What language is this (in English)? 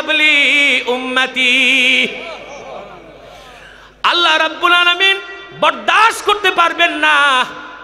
Bangla